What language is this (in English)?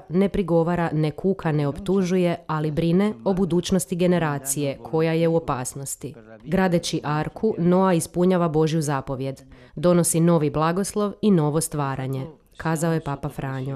Croatian